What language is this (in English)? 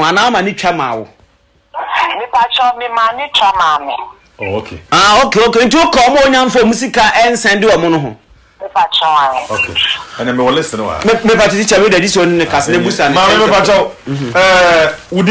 Akan